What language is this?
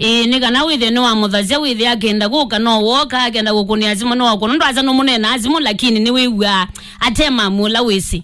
Kamba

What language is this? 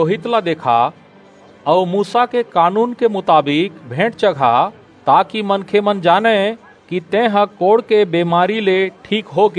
Chhattisgarhi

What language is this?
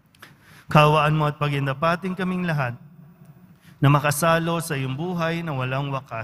Filipino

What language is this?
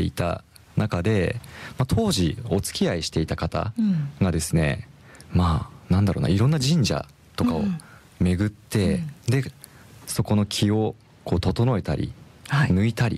Japanese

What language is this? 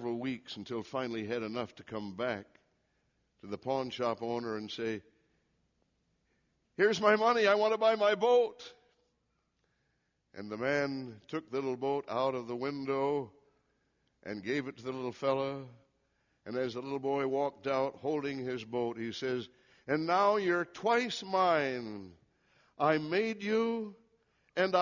English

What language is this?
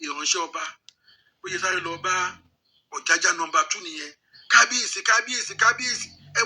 Yoruba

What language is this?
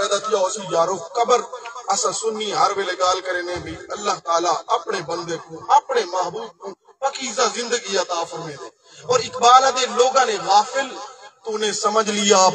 Saraiki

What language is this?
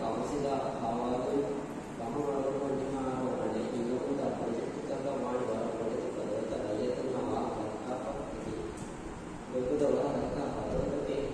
Divehi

